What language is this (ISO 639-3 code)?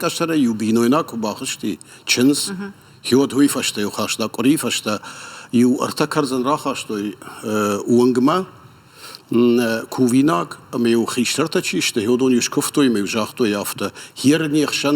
oss